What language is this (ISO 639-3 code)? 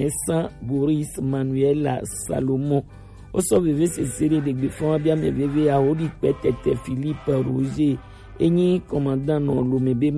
gej